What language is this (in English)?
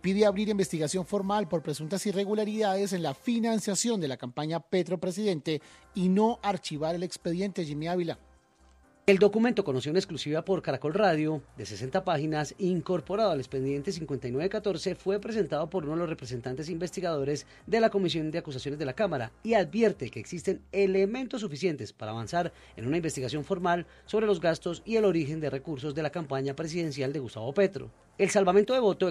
Spanish